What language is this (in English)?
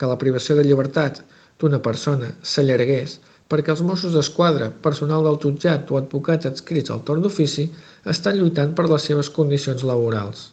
Catalan